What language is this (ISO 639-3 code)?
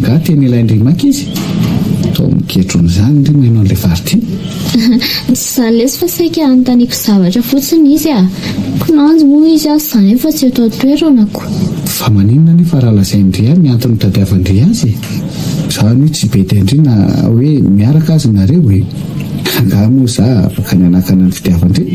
mlg